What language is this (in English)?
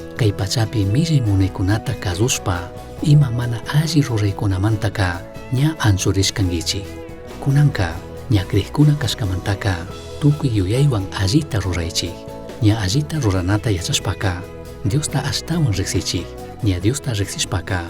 Chimborazo Highland Quichua